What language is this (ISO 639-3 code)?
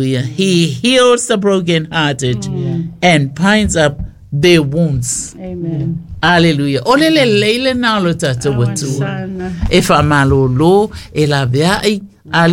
smo